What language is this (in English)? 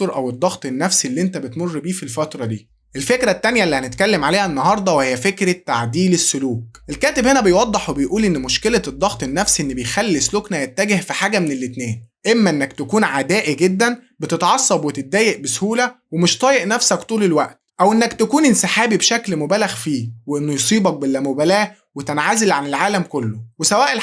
Egyptian Arabic